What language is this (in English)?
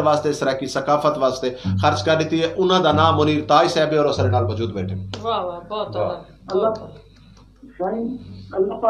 Saraiki